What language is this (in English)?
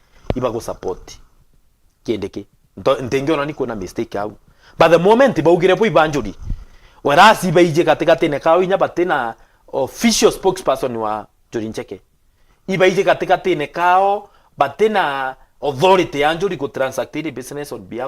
Meru